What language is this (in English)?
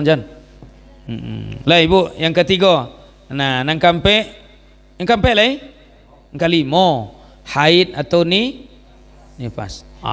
Minangkabau